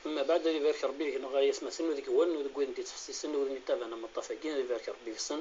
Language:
Kabyle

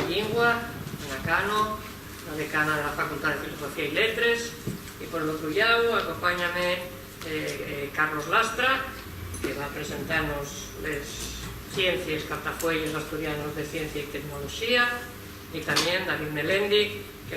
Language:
Asturian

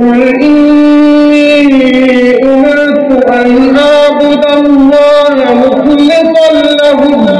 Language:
Arabic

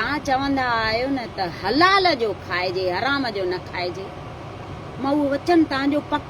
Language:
Sindhi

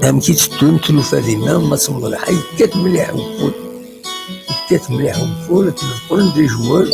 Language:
Kabyle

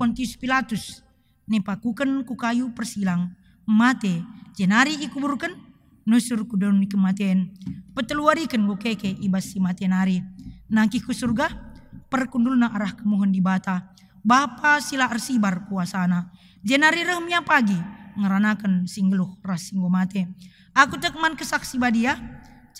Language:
Batak Karo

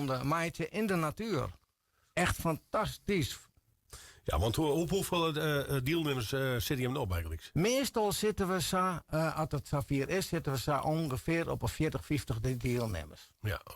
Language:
Western Frisian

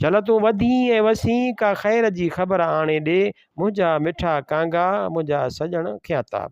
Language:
Sindhi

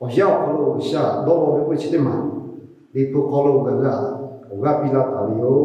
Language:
Lahu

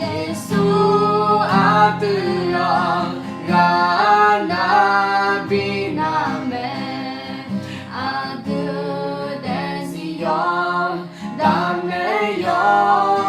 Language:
Akha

